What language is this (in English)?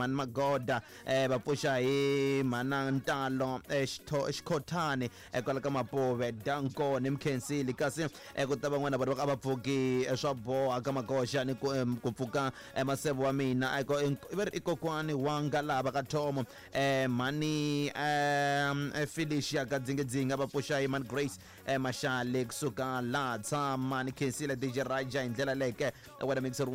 Tsonga